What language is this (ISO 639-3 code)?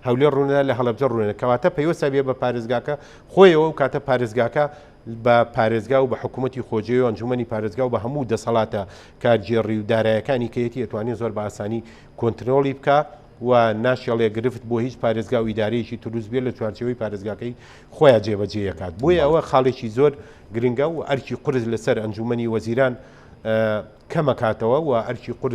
ckb